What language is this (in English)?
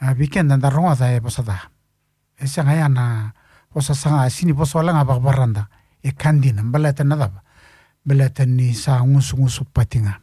Fijian